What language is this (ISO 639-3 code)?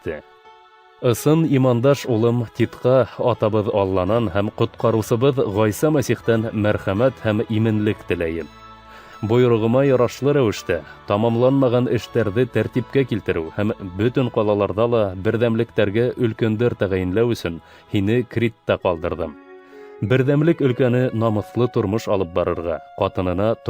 bak